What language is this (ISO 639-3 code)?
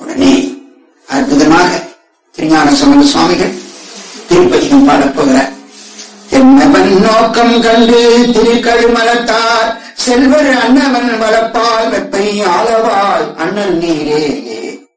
tam